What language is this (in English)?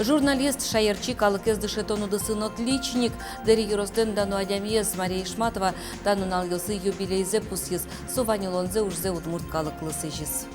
Udmurt